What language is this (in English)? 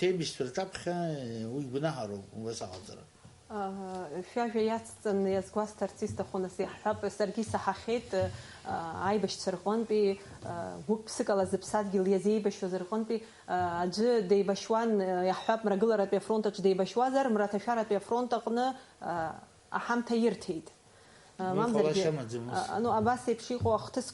Abkhazian